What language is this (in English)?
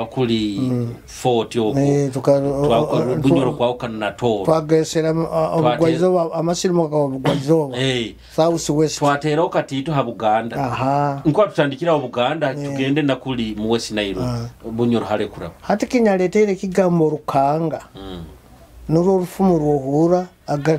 Nyoro